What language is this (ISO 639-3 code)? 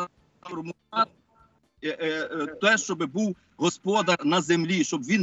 ukr